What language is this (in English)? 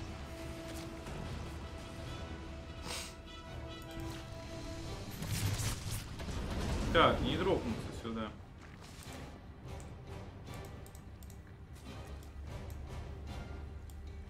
Russian